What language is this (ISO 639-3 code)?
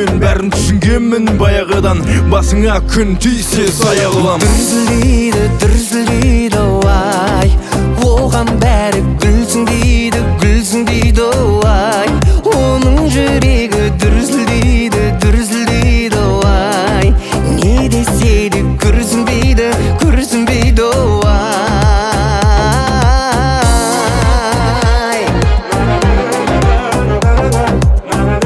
kaz